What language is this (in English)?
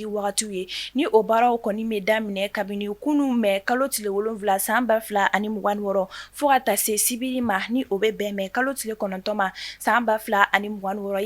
Bambara